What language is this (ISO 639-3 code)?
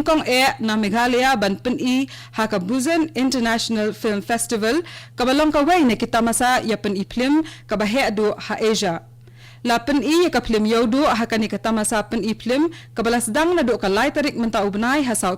kha